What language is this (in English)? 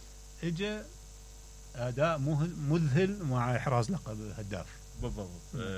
Mesopotamian Arabic